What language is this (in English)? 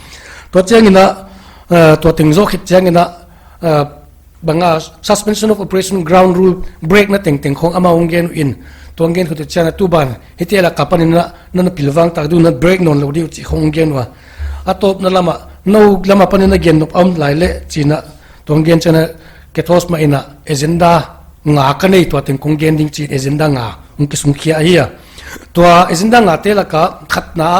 Paite Chin